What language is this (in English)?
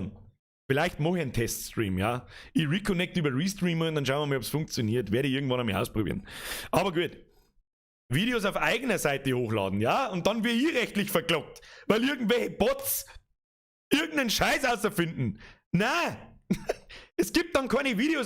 Bavarian